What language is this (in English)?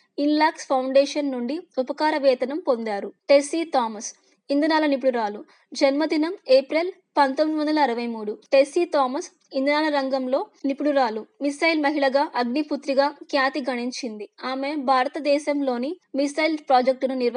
Telugu